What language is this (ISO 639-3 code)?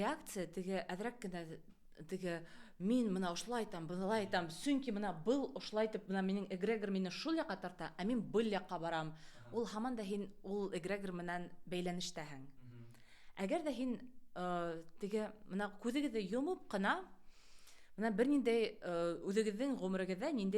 bak